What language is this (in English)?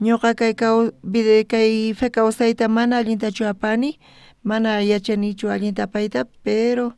South Bolivian Quechua